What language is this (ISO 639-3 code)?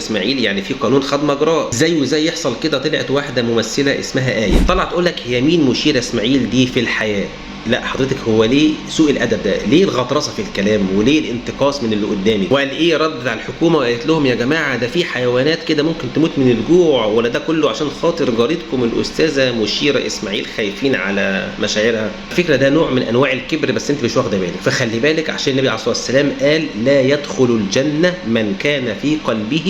arz